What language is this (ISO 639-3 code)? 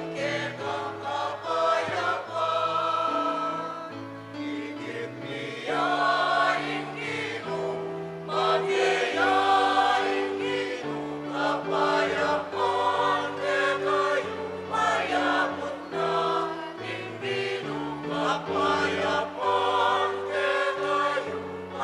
pam